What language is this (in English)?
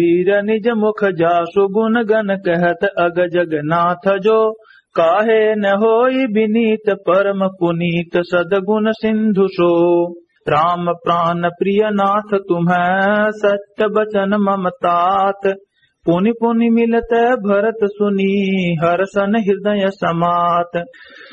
Awadhi